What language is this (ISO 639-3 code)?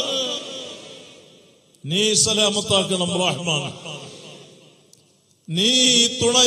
mal